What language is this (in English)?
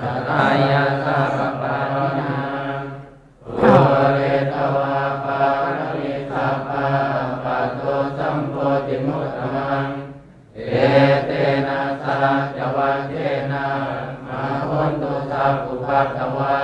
Pali